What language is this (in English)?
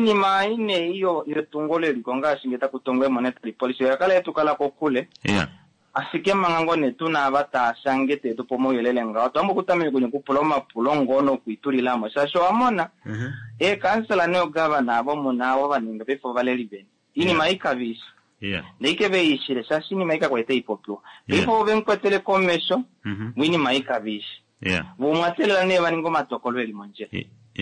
Kuanyama